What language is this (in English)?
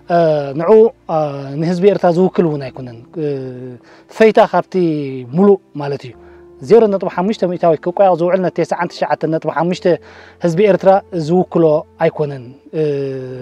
Tigrinya